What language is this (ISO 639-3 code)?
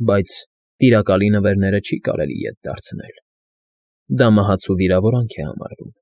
hye